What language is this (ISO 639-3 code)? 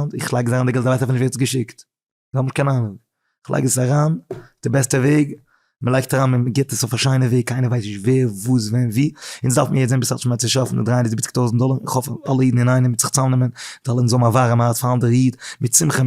yid